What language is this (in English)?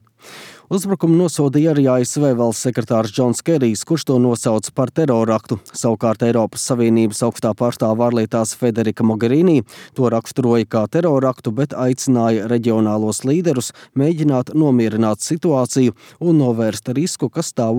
Latvian